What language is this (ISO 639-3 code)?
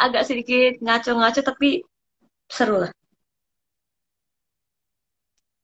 ind